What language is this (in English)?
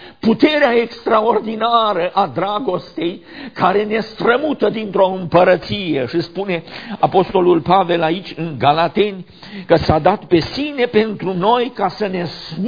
Romanian